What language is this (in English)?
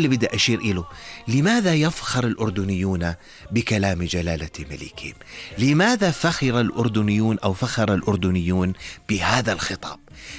North Levantine Arabic